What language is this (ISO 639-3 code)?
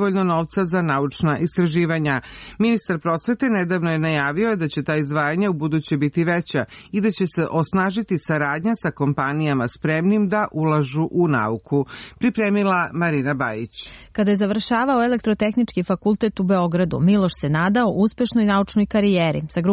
srp